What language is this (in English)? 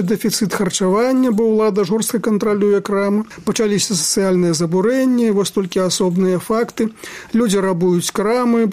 Belarusian